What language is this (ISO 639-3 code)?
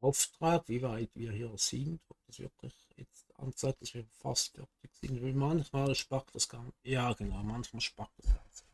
gsw